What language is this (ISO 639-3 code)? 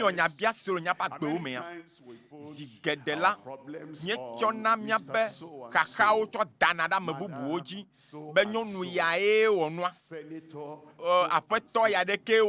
ewe